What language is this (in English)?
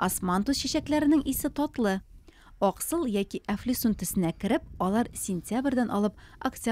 Tatar